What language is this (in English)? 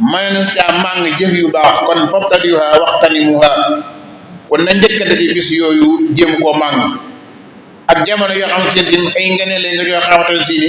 Wolof